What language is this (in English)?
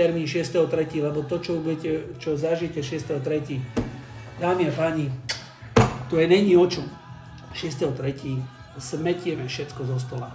Slovak